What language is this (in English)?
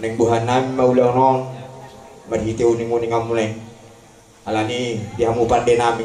Batak Toba